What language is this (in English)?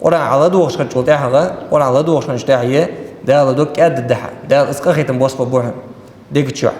Ingush